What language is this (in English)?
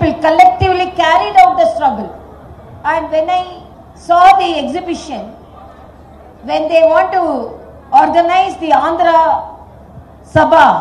Telugu